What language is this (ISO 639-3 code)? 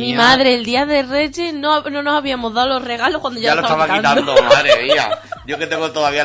spa